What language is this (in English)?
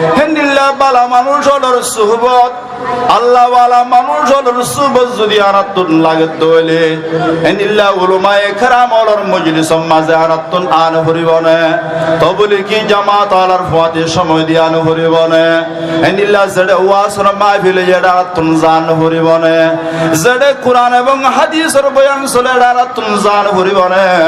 Rohingya